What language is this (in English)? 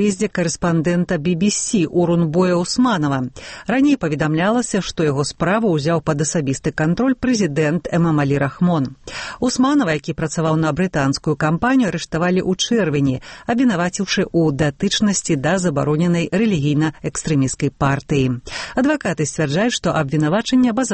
Belarusian